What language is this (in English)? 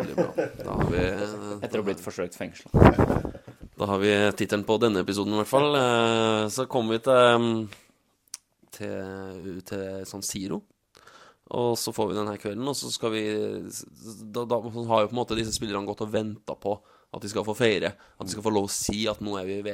Norwegian